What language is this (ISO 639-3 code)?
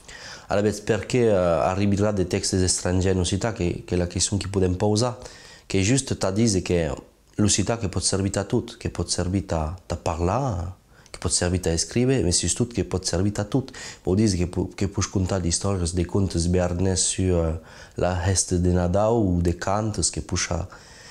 oci